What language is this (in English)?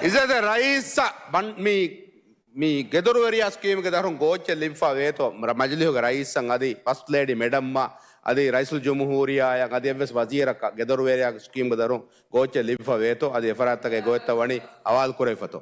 Divehi